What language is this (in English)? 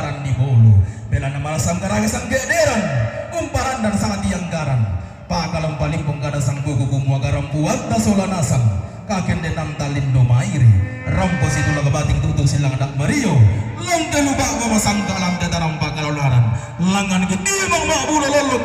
Toraja-Sa'dan